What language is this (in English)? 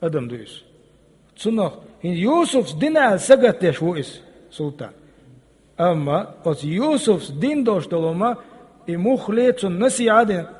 Chechen